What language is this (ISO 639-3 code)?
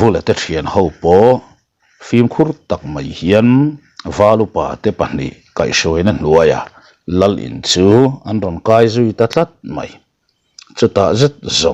lus